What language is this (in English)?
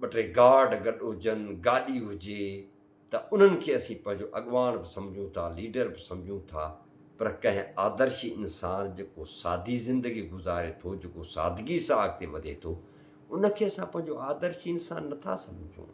Sindhi